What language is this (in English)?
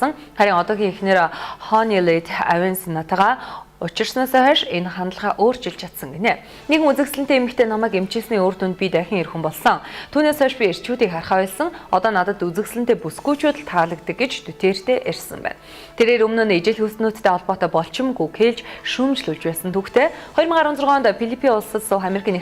Mongolian